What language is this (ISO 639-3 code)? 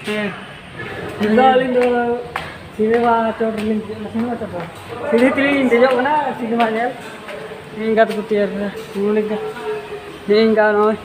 sat